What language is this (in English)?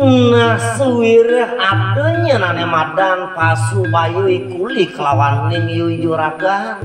Balinese